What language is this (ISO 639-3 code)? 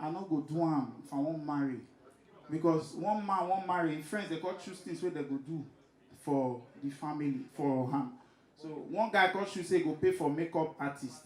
pcm